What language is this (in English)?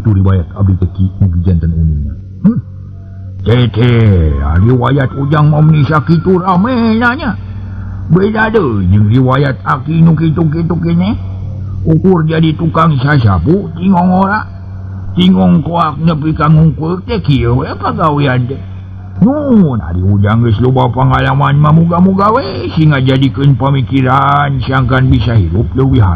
Sundanese